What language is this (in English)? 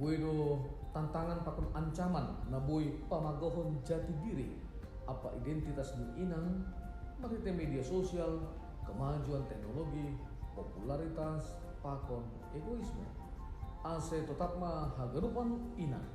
Batak Simalungun